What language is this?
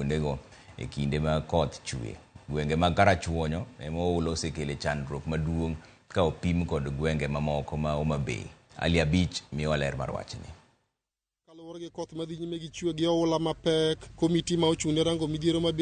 Luo (Kenya and Tanzania)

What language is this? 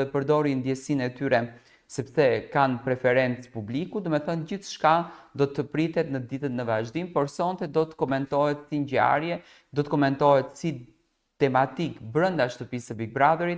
Albanian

